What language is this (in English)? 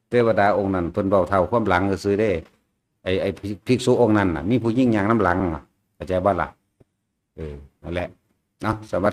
Northeastern Thai